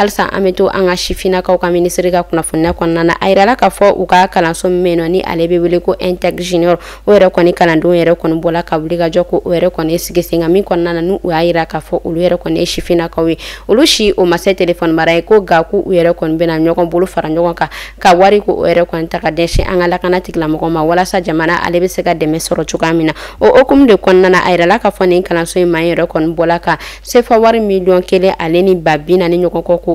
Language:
Bambara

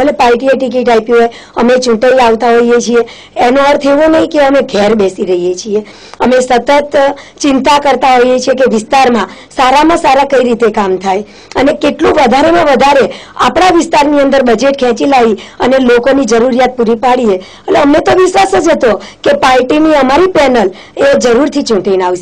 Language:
Gujarati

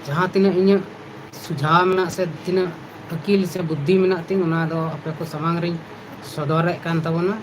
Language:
Santali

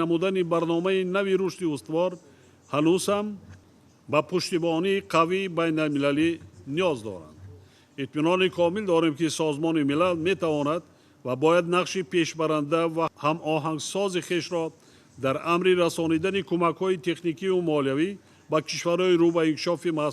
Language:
Tajik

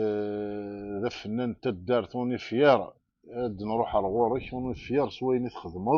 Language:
Kabyle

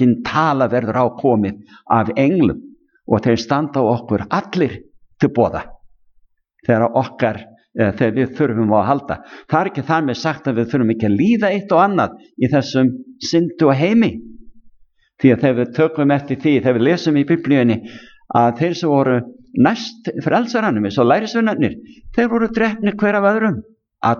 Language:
Icelandic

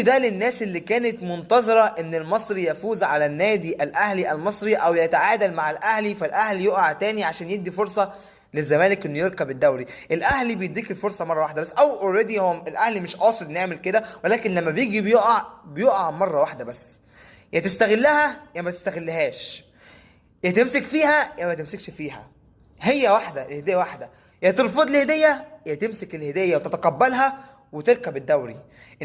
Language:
Egyptian Arabic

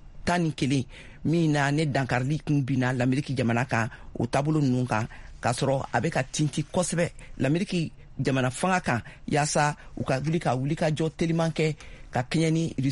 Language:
Bambara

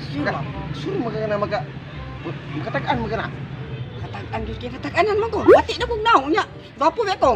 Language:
Cebuano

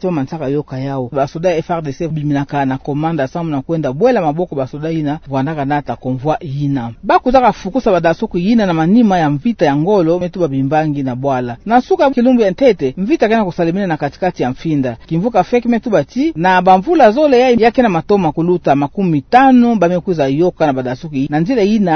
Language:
Kituba (Democratic Republic of Congo)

